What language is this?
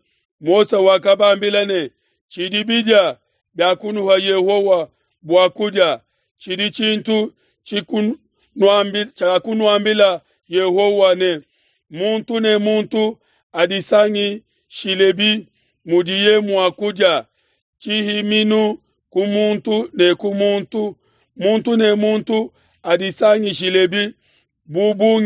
Luba-Lulua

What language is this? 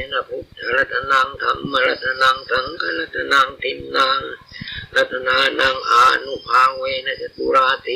Pali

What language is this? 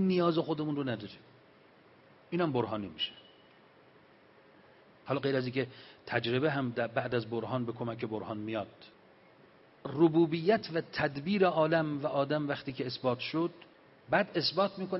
Persian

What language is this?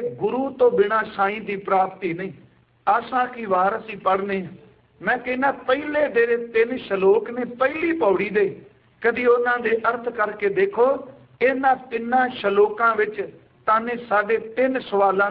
Punjabi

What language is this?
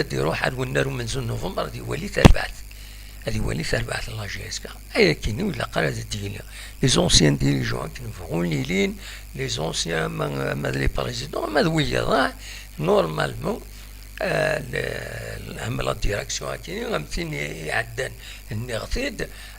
Kabyle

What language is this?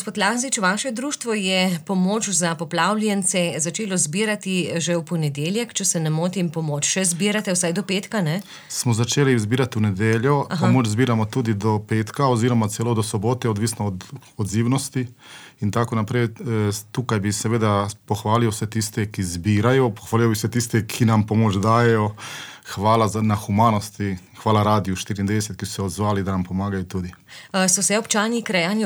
Slovenian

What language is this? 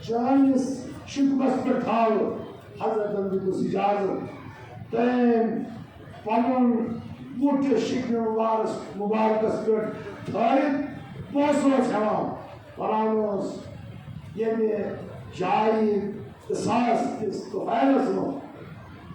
Kashmiri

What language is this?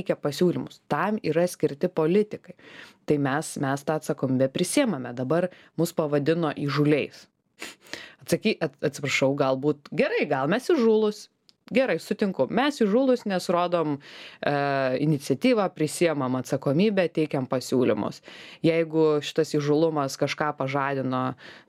Lithuanian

